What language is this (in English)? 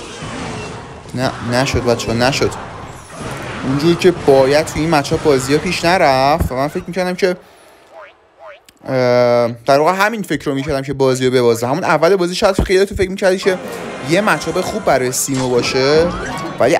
Persian